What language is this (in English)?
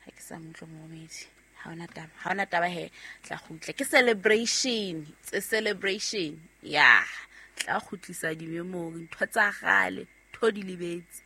Southern Sotho